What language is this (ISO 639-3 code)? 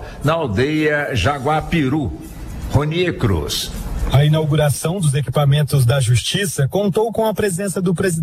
por